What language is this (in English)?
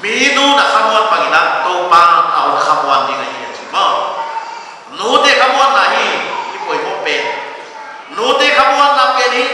Paite Chin